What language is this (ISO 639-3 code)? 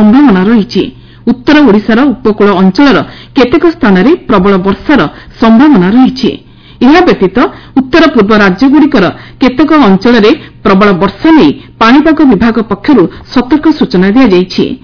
ori